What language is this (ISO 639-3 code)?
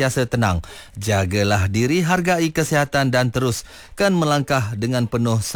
msa